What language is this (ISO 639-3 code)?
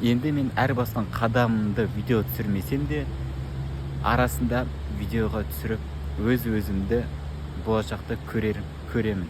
kaz